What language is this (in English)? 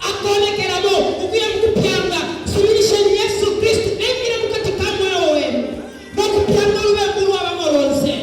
Bemba